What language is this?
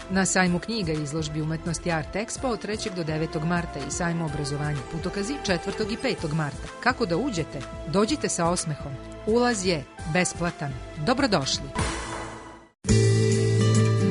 Serbian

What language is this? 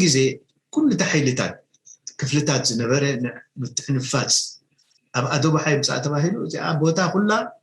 Tigrinya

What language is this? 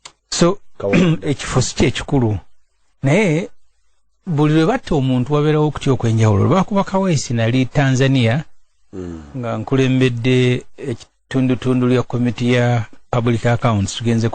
Ganda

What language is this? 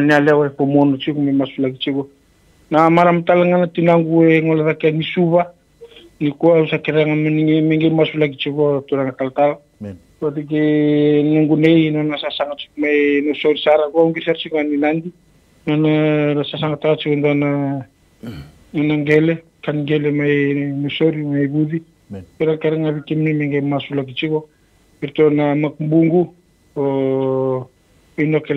Fijian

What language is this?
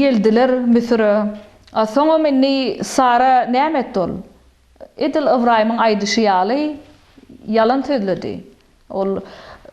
Turkmen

